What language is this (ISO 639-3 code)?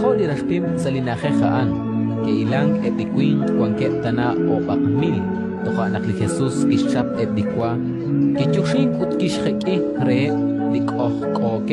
kek